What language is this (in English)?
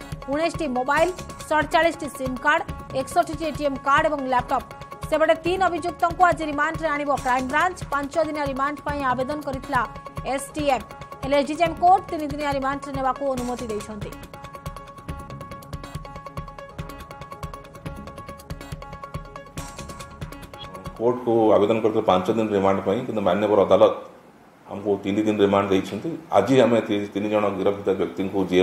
Odia